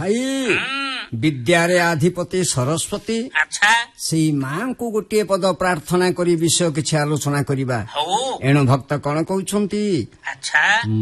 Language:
Odia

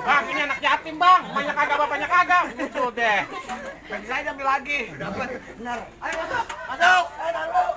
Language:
Betawi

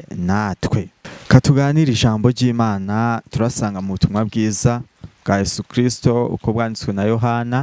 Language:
Kinyarwanda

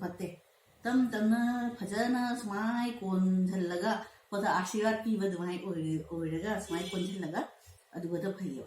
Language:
Manipuri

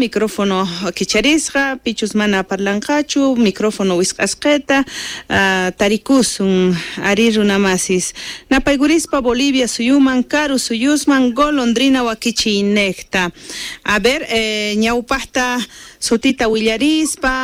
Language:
South Bolivian Quechua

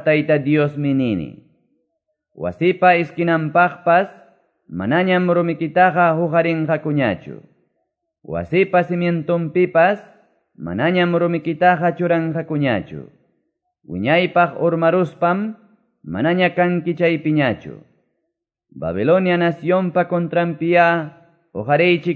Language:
Quechua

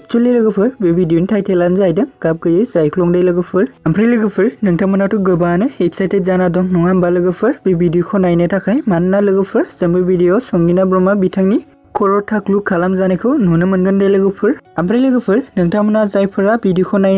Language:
Bodo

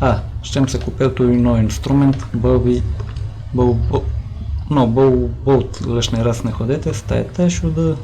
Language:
Rusyn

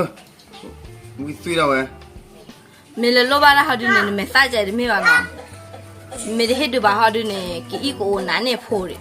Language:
S'gaw Karen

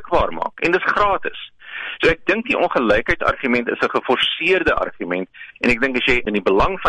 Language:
Afrikaans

